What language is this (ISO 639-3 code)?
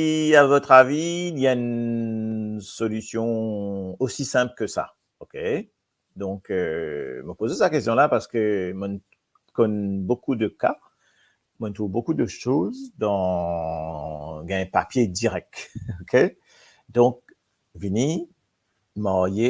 mfe